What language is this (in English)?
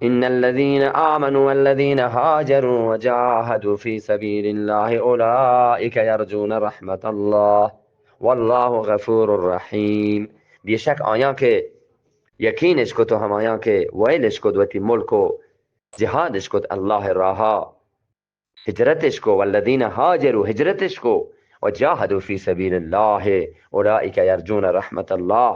Eastern Balochi